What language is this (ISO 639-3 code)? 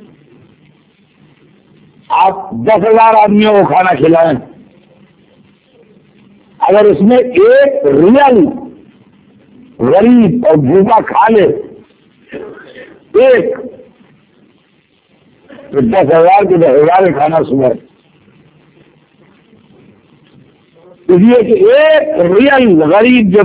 urd